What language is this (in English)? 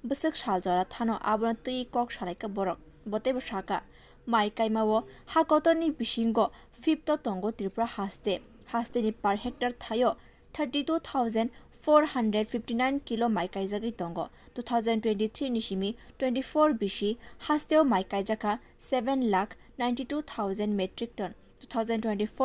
Kok Borok